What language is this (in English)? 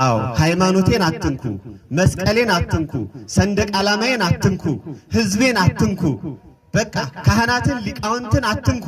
Amharic